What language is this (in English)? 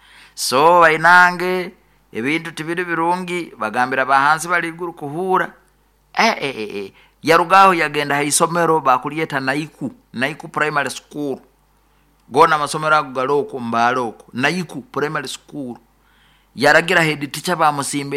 Nyoro